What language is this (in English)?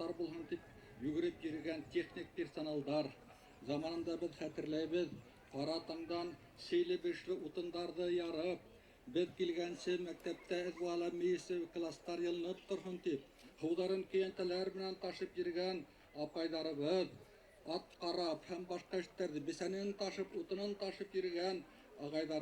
Bashkir